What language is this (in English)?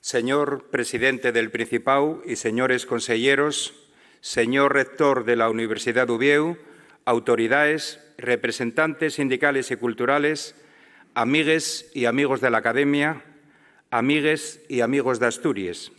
Asturian